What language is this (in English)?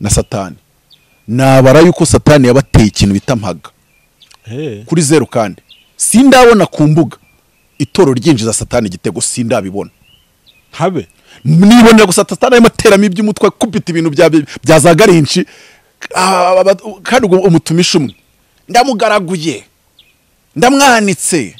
Kinyarwanda